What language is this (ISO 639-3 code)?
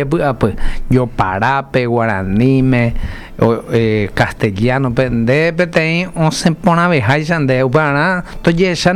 grn